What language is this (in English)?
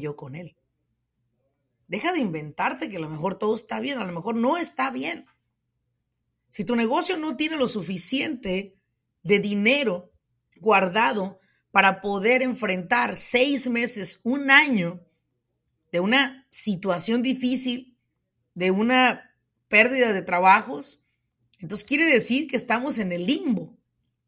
Spanish